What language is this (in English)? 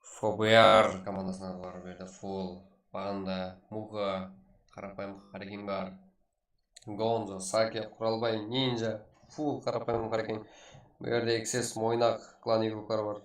Kara-Kalpak